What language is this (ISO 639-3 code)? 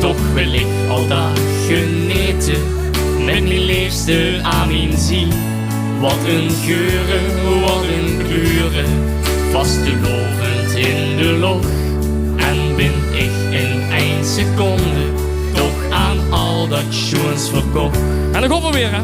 lim